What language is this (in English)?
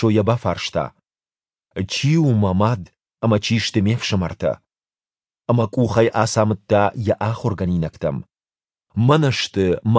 Ossetic